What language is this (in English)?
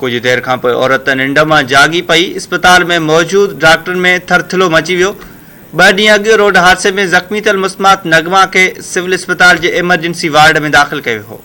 Sindhi